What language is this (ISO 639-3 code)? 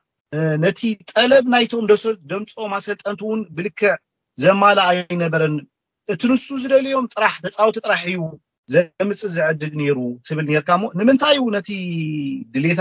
tir